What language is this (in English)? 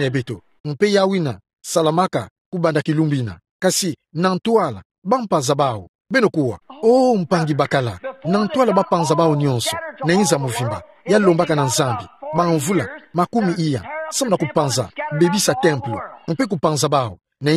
Kituba (Democratic Republic of Congo)